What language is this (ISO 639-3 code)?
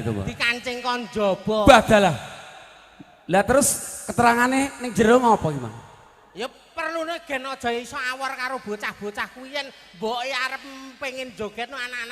jav